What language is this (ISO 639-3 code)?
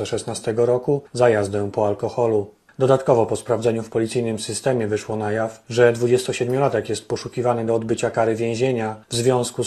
pol